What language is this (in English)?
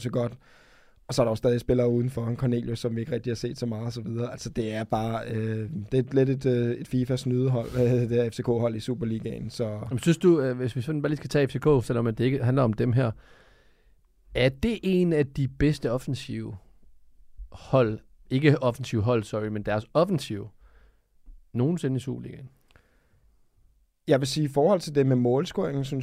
Danish